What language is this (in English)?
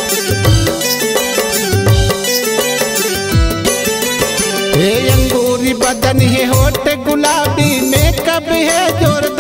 Chhattisgarhi